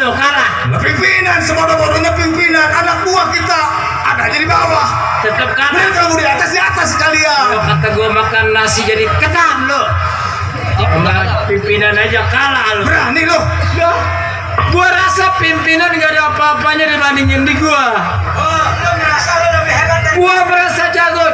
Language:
Betawi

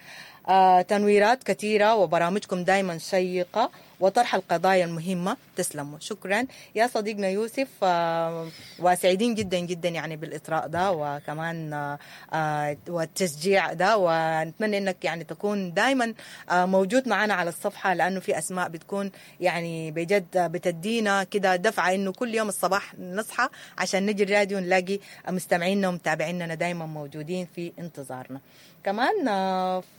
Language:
Sudanese Arabic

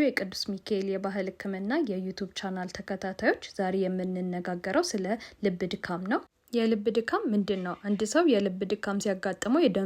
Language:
Amharic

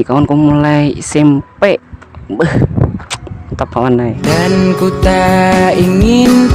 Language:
Banjar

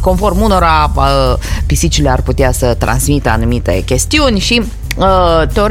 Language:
Romanian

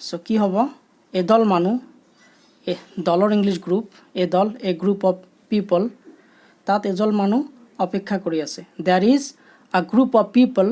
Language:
Assamese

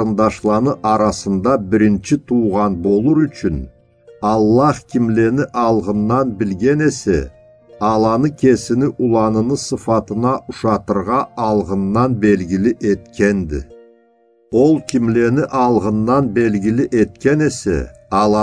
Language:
Karachay-Balkar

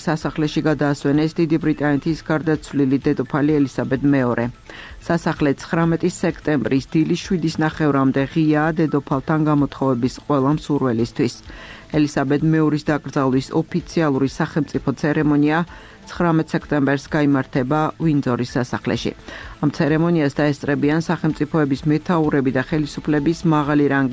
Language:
Georgian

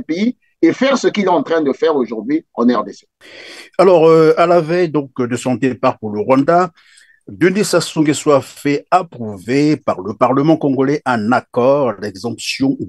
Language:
French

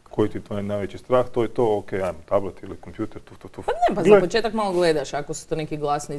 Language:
Croatian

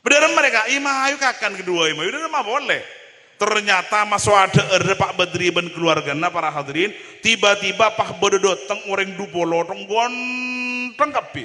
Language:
Madurese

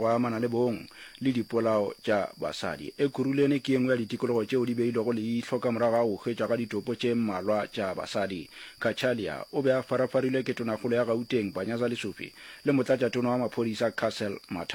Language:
Northern Sotho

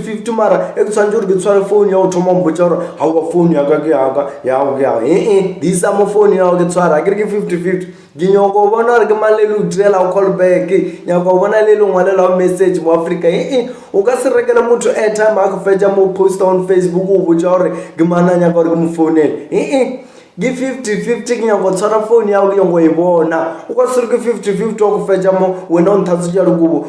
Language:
Northern Sotho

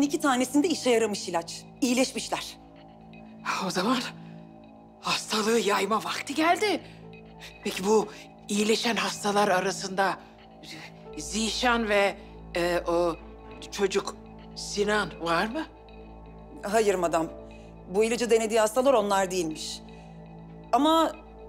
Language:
Turkish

